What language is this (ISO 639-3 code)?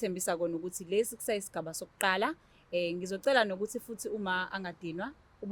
zul